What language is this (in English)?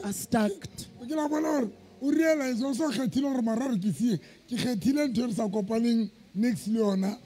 Southern Sotho